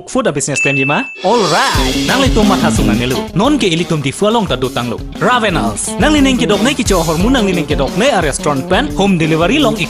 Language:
Karbi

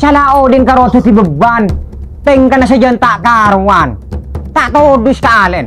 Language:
Madurese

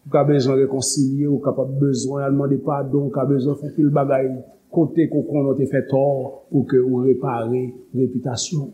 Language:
Haitian Creole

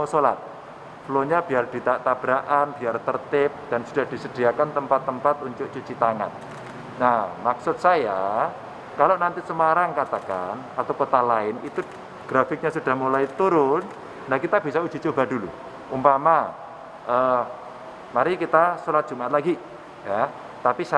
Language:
Indonesian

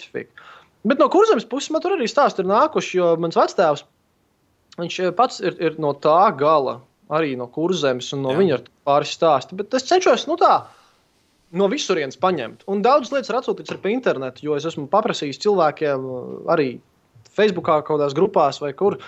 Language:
Latvian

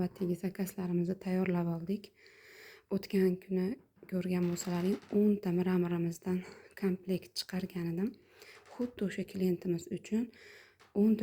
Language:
Uzbek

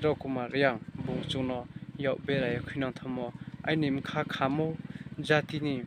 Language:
Riang (India)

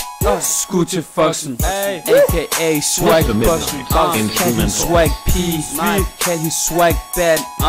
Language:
Danish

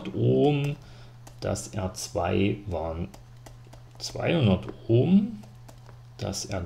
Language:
German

